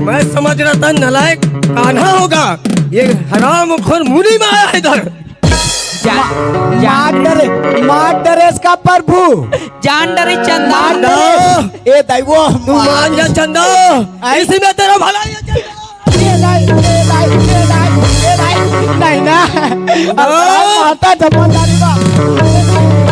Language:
Chhattisgarhi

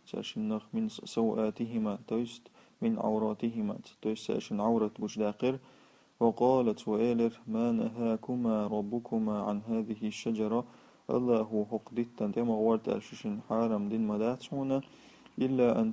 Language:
Chechen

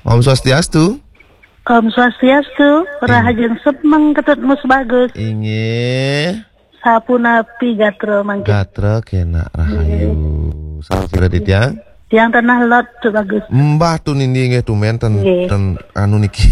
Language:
Balinese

